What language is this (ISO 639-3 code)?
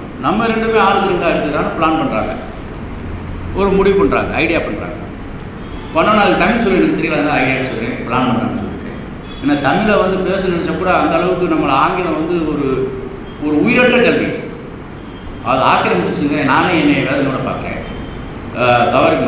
tam